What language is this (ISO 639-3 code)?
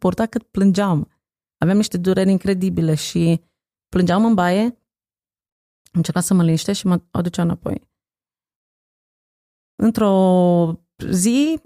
ron